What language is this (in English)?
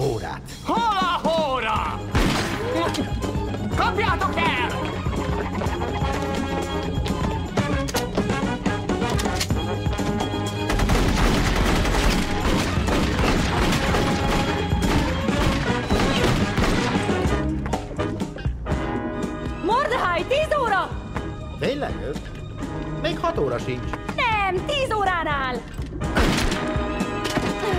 Hungarian